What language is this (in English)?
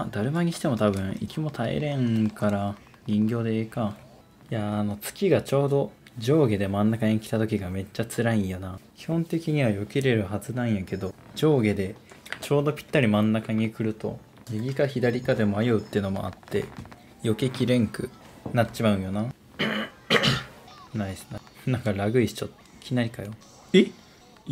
Japanese